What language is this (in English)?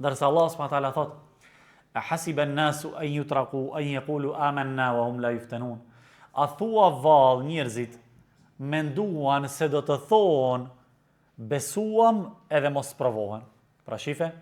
Albanian